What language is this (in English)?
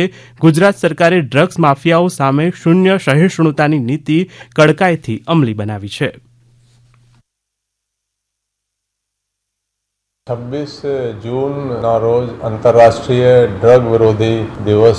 Gujarati